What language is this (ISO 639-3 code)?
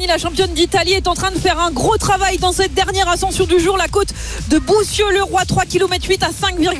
fra